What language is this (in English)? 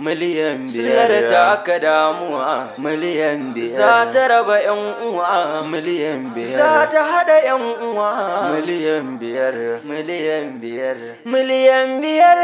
Hausa